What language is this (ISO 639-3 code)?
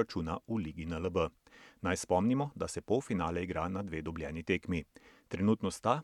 slv